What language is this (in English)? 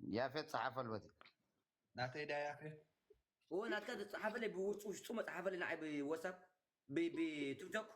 Tigrinya